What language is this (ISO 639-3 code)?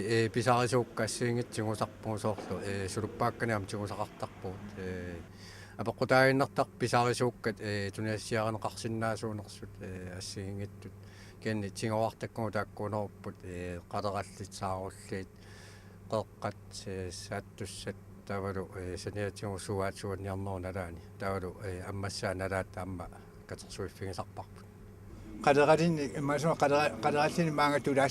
kal